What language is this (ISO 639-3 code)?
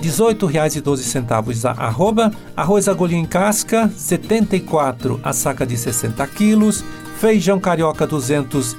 por